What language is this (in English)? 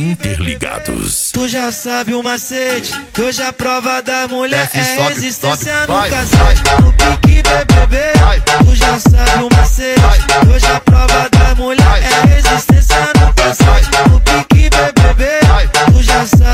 Portuguese